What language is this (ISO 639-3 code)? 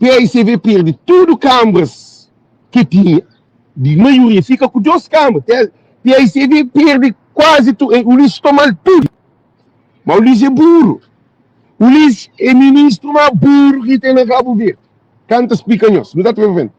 kea